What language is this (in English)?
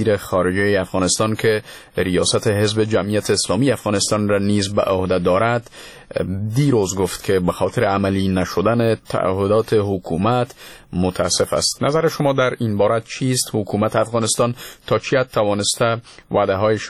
Persian